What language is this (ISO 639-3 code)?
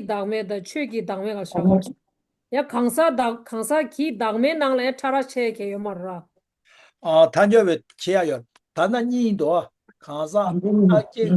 bod